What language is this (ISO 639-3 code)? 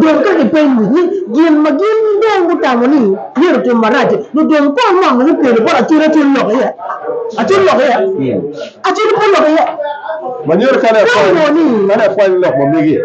ach